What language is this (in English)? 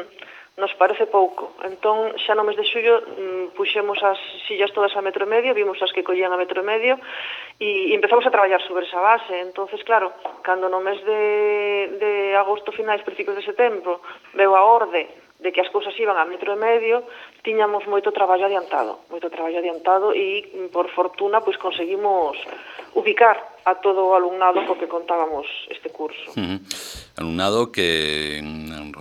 Galician